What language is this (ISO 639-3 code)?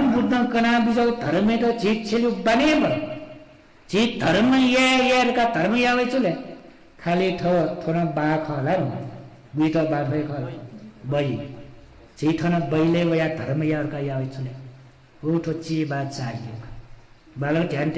new